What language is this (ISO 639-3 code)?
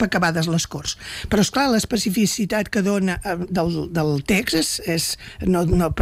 cat